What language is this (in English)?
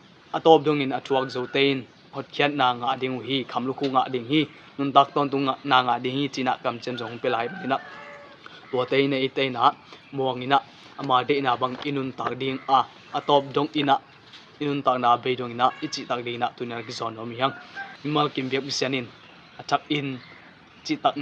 Tedim Chin